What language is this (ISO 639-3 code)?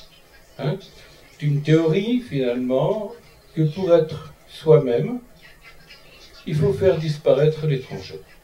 fra